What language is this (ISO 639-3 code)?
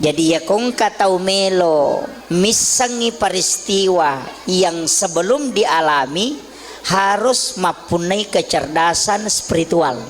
bug